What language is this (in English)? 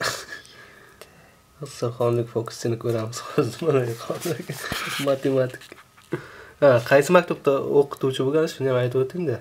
Uzbek